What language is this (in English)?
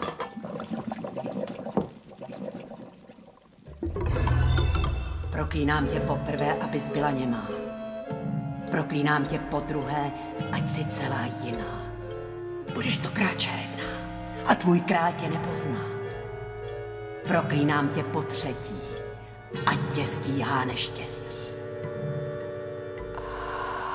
Czech